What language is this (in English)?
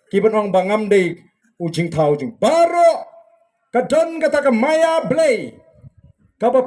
Khasi